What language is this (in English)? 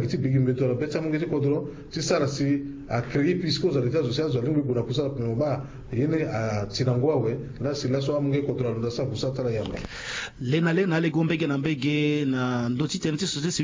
Sango